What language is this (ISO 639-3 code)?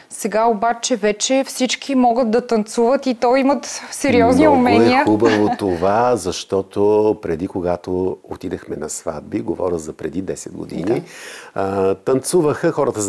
bul